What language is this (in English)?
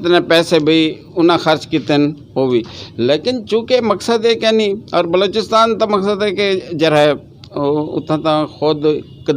Saraiki